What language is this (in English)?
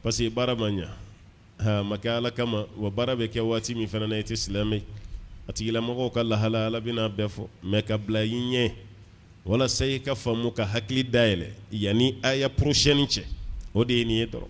Bambara